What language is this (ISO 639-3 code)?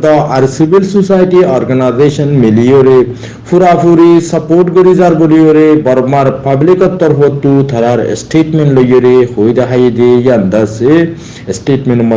rhg